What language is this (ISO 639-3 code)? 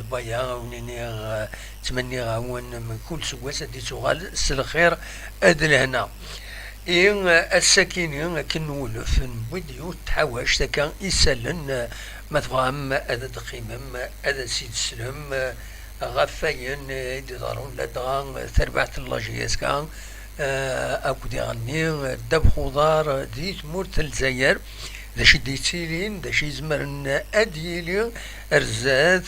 kab